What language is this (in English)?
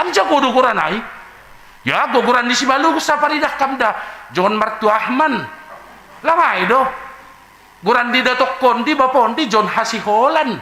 Batak Simalungun